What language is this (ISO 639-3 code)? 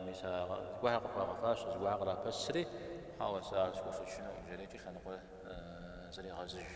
kbd